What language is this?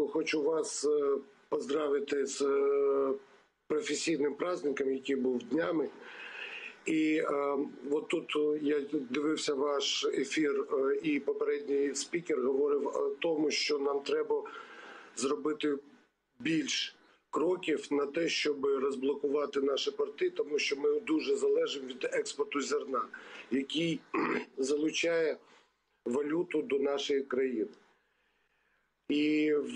Ukrainian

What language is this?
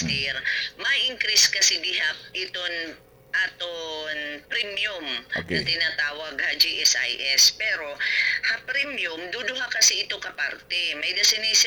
Waray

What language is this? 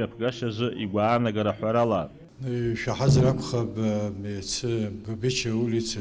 Abkhazian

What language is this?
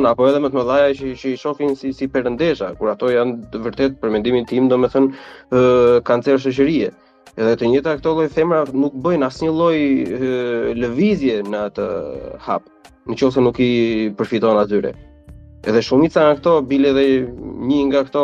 Albanian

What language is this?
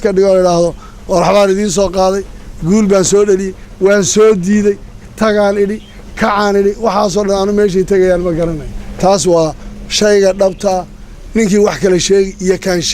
Somali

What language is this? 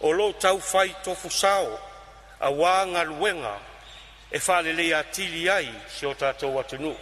Samoan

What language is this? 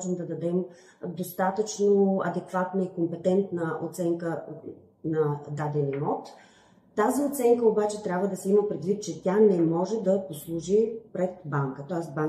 Bulgarian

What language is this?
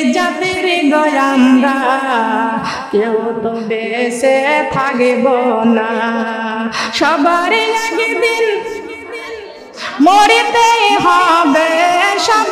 Bangla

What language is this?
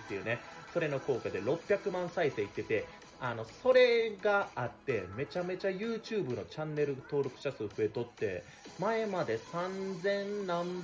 Japanese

